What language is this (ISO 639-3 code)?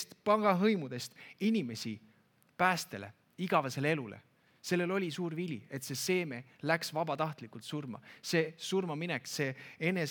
est